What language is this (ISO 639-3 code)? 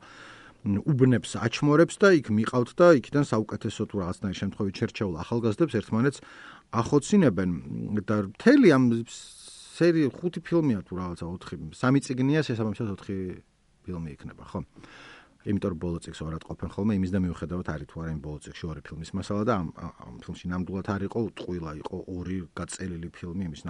kat